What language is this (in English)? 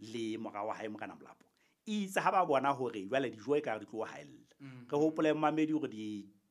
Southern Sotho